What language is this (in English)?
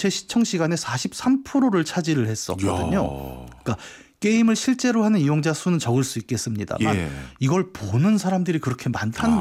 Korean